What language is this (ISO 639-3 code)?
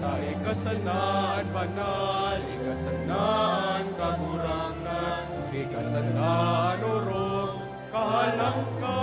bik